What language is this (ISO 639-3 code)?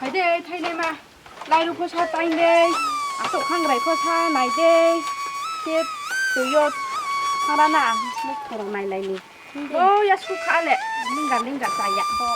ria